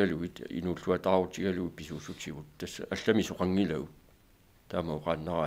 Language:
Kalaallisut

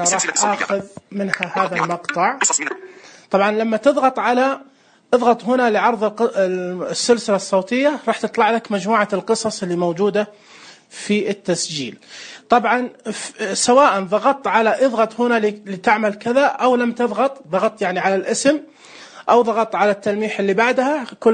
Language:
Najdi Arabic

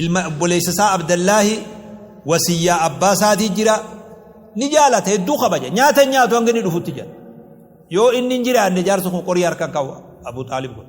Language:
Oromo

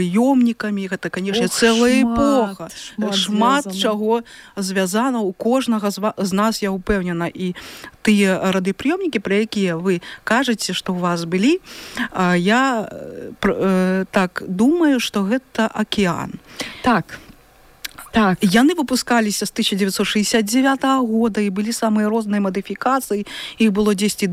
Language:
Belarusian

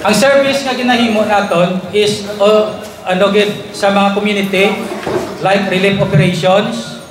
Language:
Hiligaynon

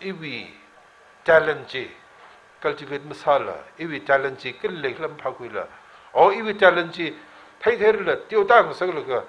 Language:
Tangkhul Naga (India)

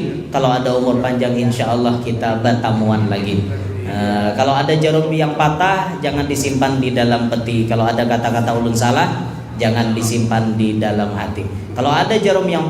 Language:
Banjar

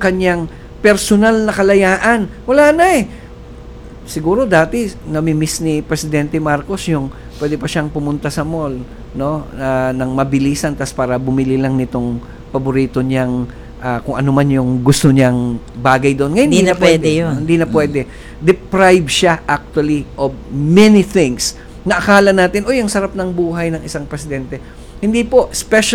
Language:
Filipino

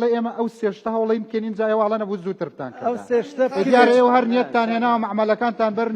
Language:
Central Kurdish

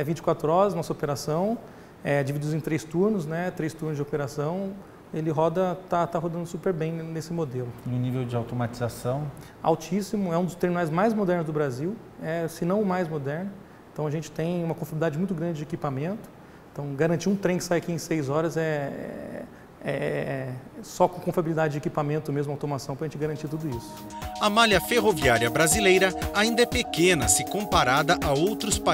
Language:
Portuguese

